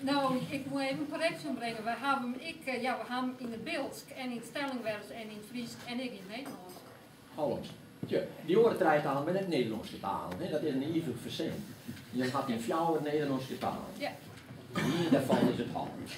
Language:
Western Frisian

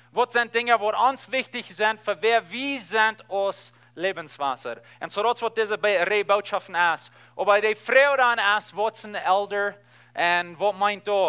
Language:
Plautdietsch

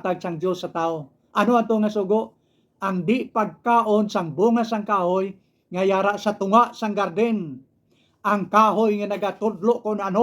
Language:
Hiligaynon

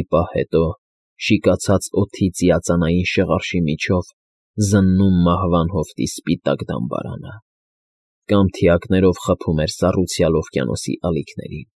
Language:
Armenian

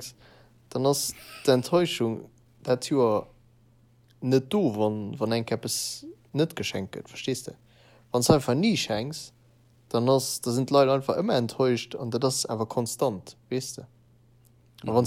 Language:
Luxembourgish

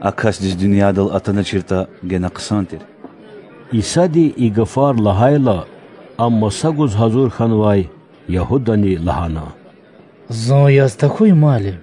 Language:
Lezghian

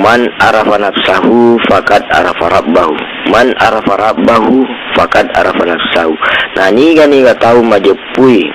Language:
Buginese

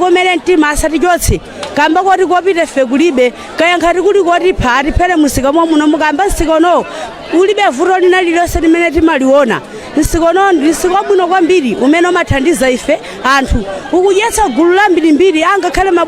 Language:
Nyanja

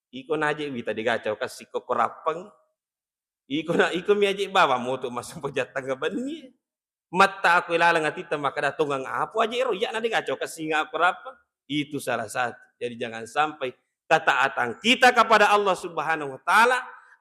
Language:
Buginese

